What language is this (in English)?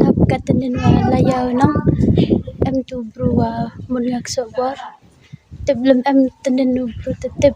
Khasi